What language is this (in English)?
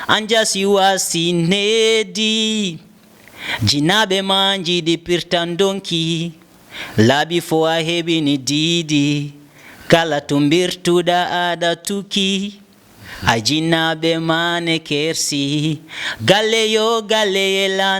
Fula